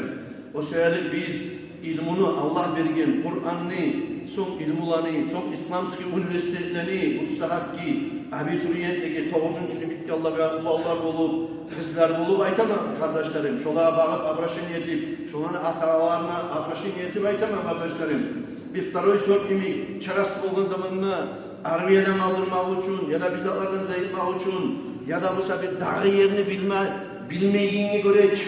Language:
Kumyk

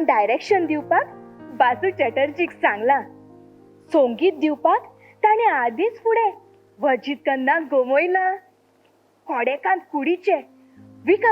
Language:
Konkani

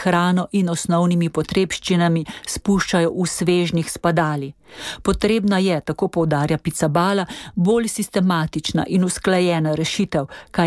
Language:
Slovenian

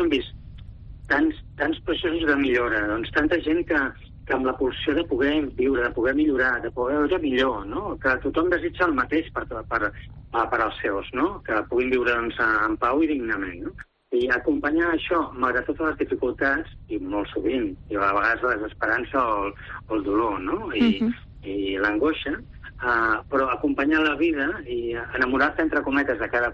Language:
Catalan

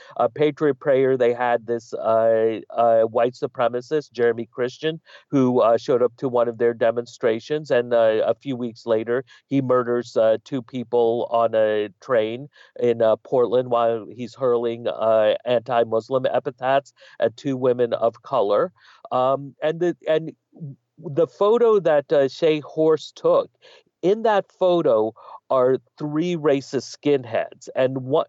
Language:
English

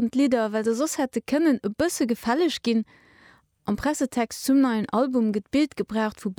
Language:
Luxembourgish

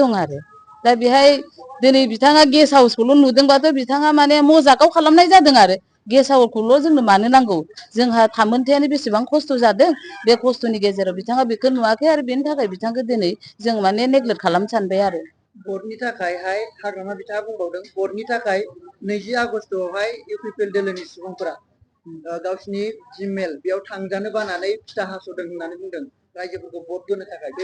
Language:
Bodo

